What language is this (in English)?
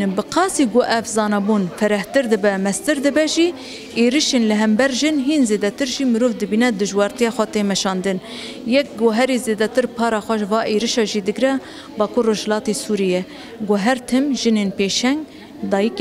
Kurdish